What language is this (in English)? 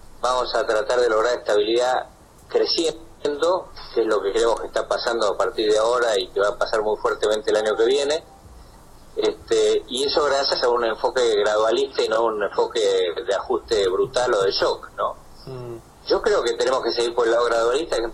Spanish